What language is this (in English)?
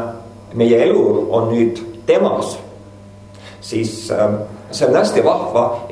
Estonian